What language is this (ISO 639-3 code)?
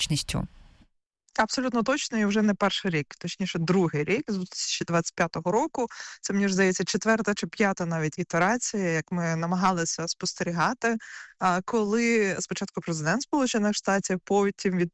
ukr